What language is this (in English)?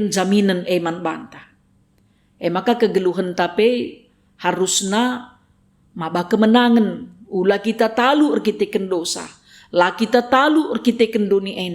Batak Karo